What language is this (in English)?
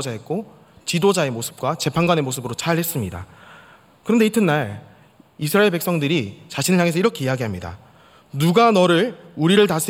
Korean